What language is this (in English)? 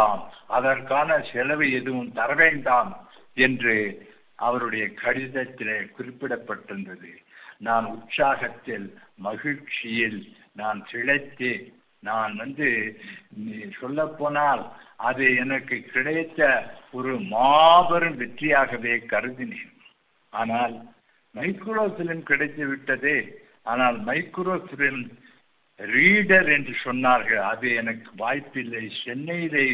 Tamil